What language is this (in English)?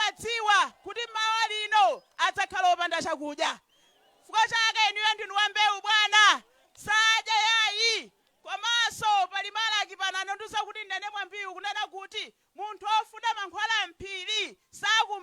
Nyanja